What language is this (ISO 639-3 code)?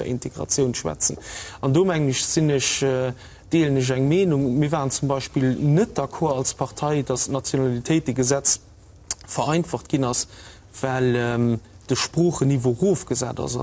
ltz